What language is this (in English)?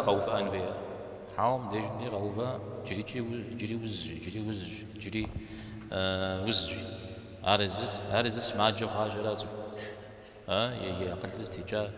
Kabardian